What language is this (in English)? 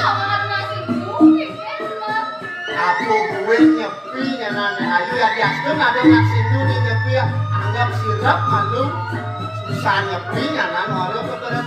Balinese